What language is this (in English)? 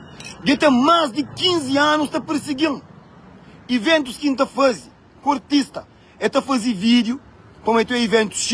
Kabuverdianu